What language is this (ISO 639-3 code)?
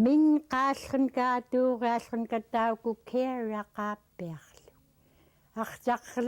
esu